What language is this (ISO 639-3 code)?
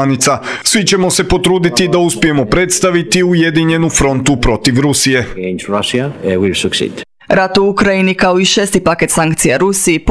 hrv